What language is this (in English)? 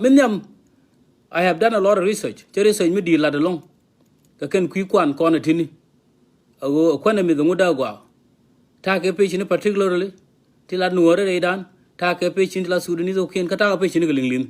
Nuer